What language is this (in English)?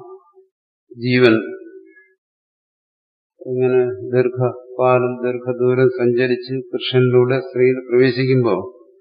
Malayalam